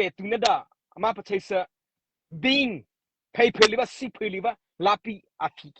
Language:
Mara Chin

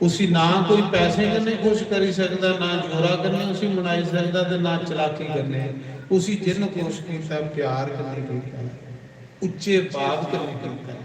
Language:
Dogri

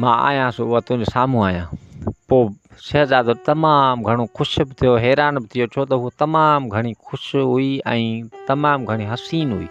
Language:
Sindhi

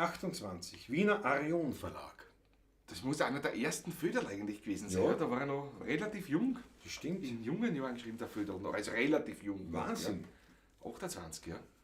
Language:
Bavarian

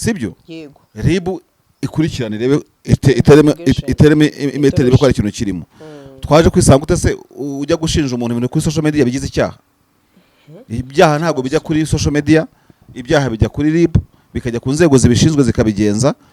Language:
Kinyarwanda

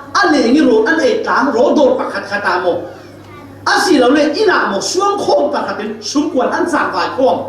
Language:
Falam Chin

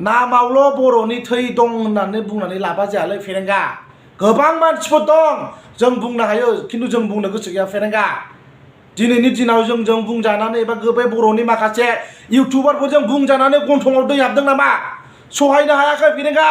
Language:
Bodo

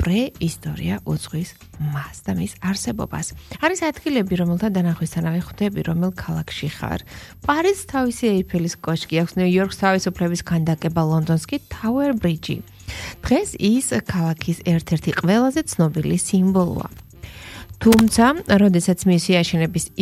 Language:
Georgian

